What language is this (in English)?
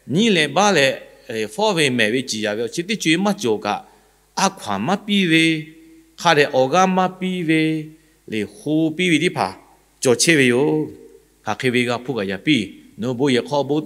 Lahu